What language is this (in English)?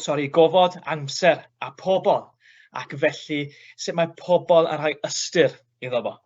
Welsh